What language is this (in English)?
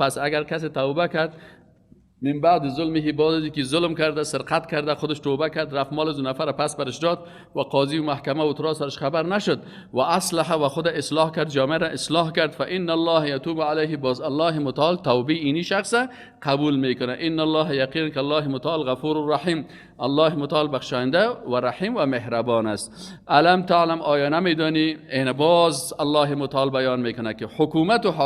Persian